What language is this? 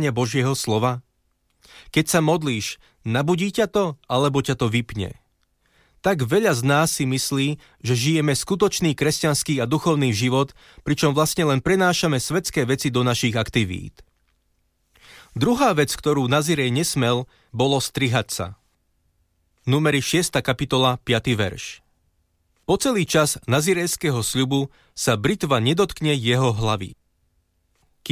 Slovak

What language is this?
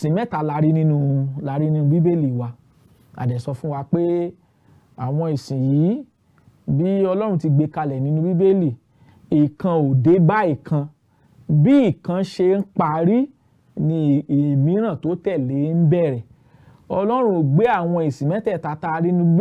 Yoruba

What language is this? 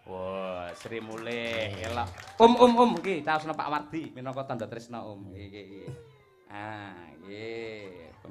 Javanese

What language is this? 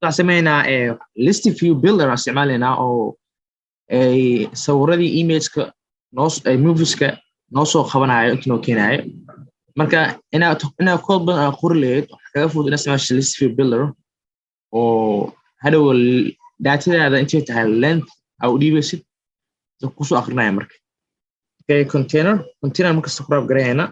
Somali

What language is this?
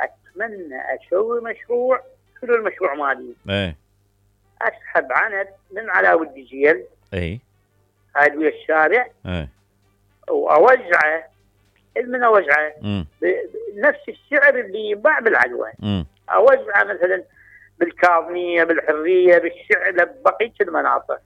Mesopotamian Arabic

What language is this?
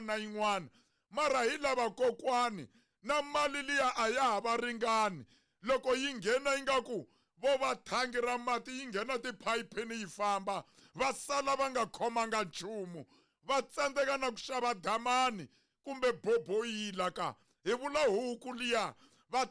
Tsonga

